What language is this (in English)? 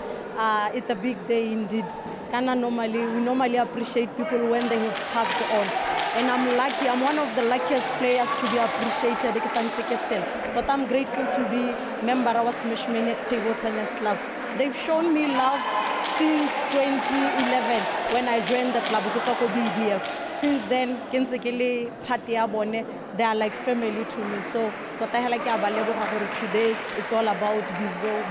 Tswana